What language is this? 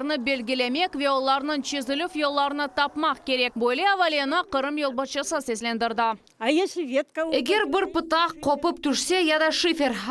Crimean Tatar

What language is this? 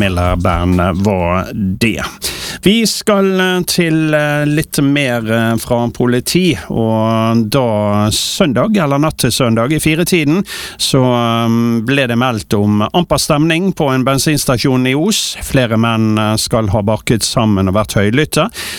Norwegian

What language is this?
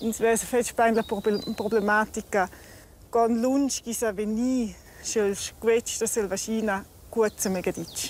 Romansh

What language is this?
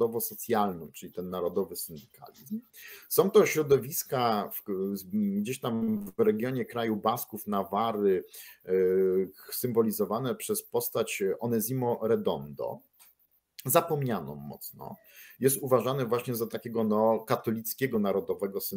Polish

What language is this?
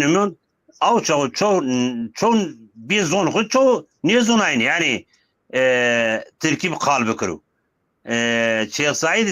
Zaza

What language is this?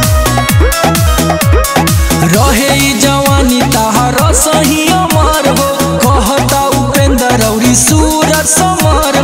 Bhojpuri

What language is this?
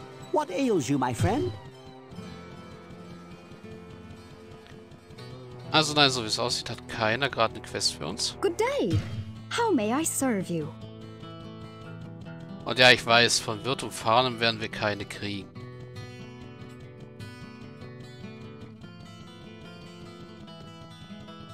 German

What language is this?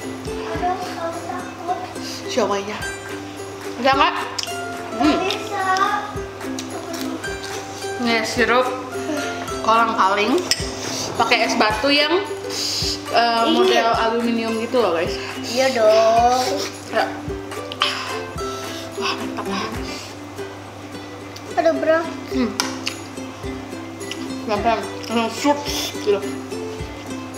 Indonesian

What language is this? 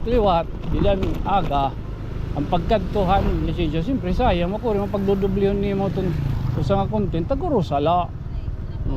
Waray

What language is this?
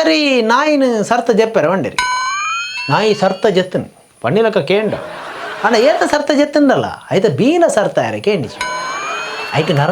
Tulu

